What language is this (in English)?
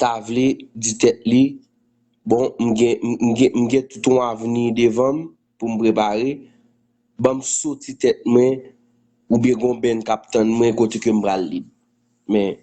Haitian Creole